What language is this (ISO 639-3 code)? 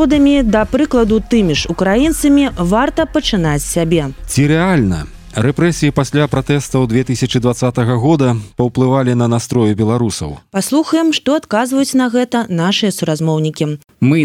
bel